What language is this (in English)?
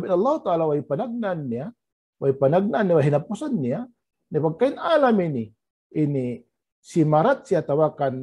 Tausug